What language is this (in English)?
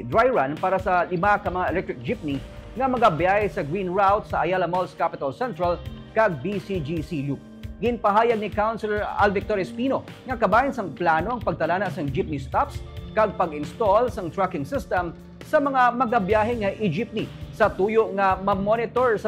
Hiligaynon